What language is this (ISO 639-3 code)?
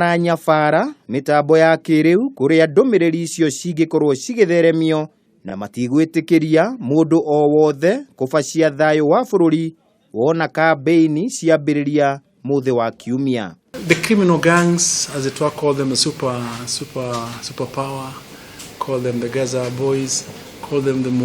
kik